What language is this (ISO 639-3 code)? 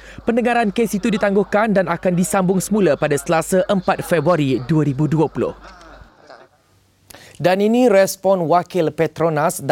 msa